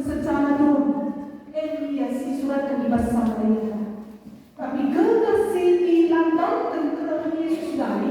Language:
Batak Karo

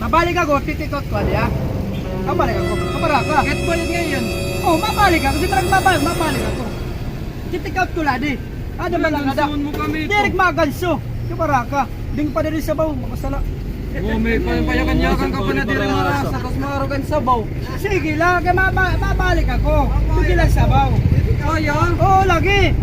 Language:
Waray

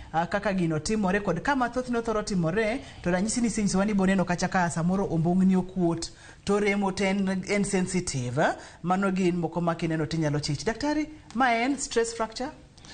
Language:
Luo (Kenya and Tanzania)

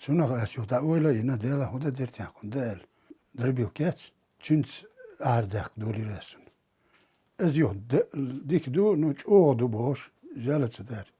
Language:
Chechen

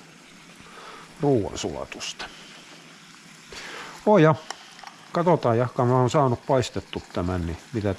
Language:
Finnish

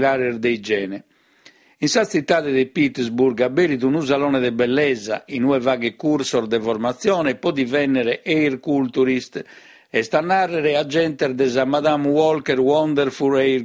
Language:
Sardinian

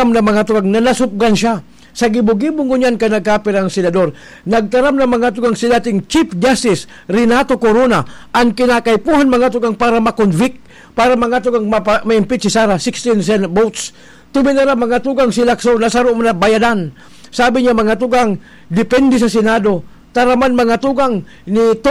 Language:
Bikol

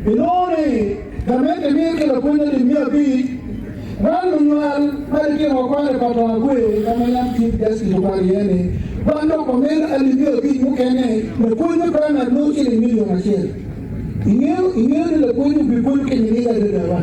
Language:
Acoli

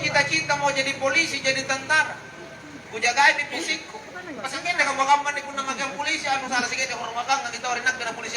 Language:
Makasar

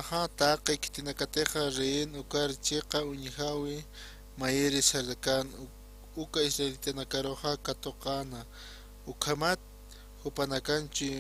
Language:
Aymara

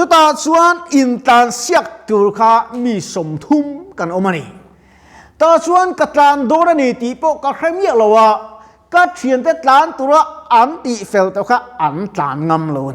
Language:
Mizo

